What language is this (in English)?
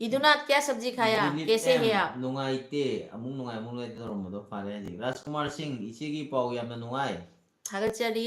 Manipuri